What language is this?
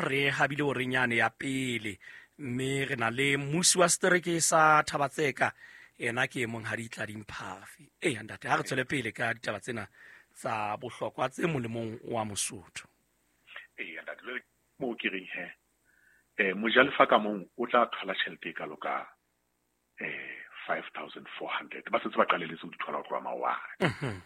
Southern Sotho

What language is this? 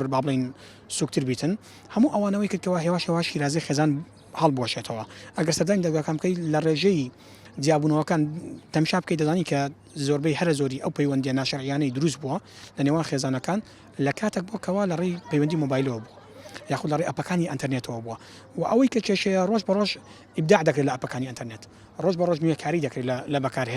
Central Kurdish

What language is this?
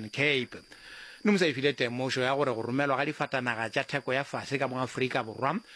Northern Sotho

